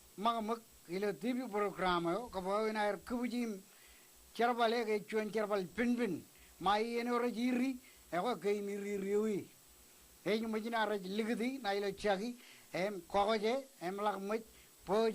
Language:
Marshallese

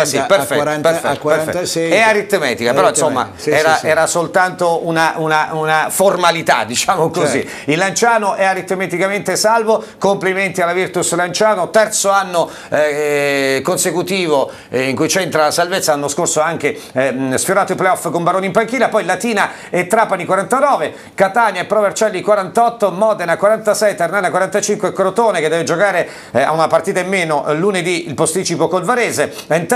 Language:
Italian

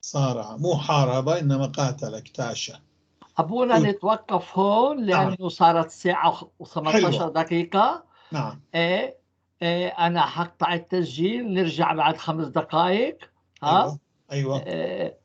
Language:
North Levantine Arabic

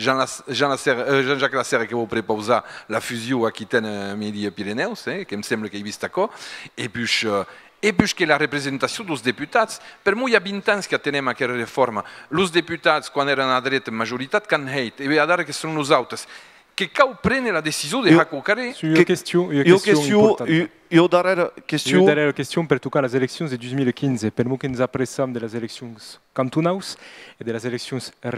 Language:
Occitan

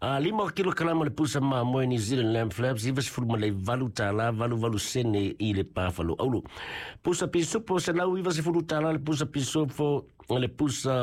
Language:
Samoan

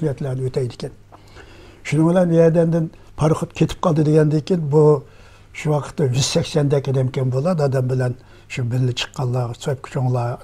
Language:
Uyghur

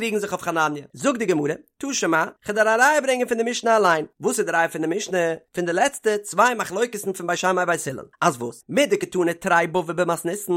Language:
Yiddish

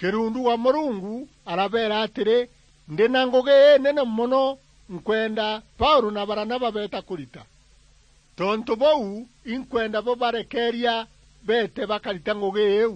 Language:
Meru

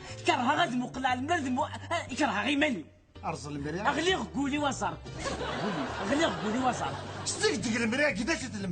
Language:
Kabyle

